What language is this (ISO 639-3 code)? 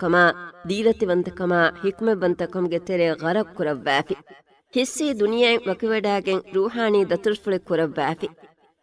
div